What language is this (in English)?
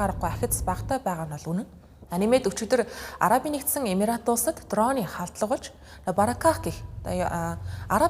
Mongolian